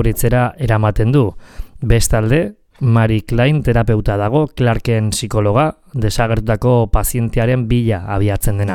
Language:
Basque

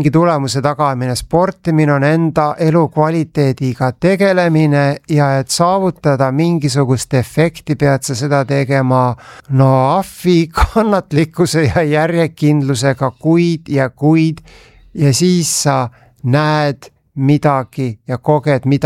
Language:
Estonian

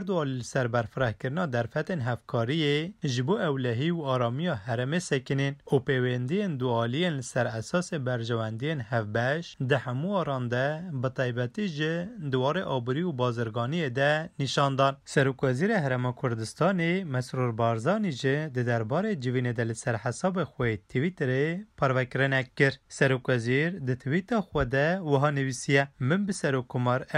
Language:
Kurdish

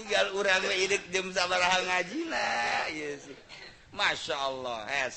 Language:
Sundanese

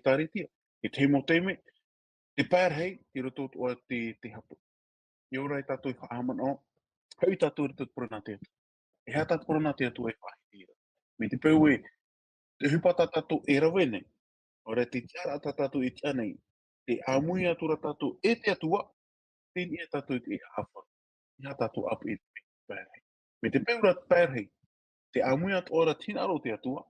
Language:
Tahitian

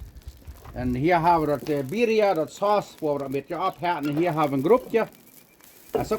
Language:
Plautdietsch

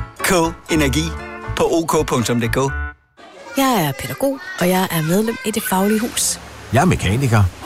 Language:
Danish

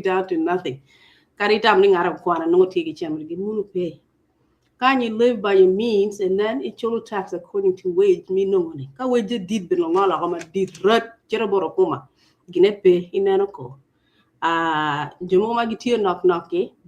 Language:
Acoli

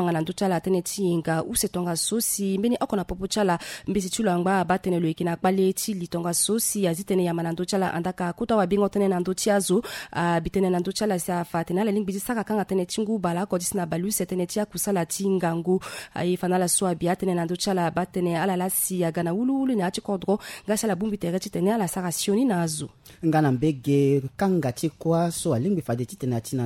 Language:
Sango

